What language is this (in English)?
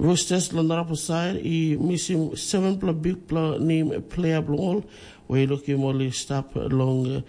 Tok Pisin